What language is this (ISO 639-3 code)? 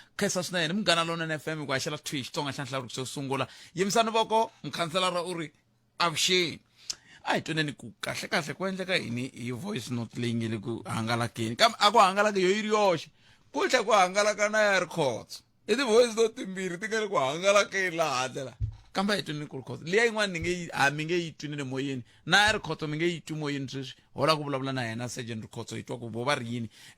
tso